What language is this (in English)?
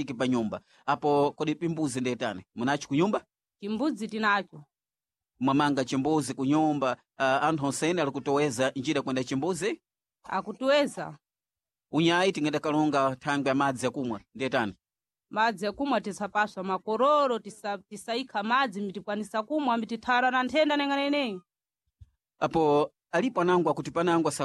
Sena